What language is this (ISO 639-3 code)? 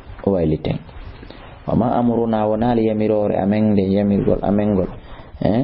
ful